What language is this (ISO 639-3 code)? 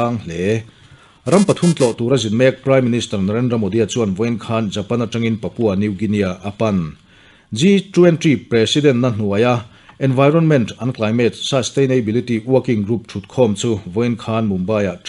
lus